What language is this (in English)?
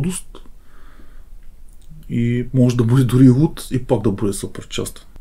Bulgarian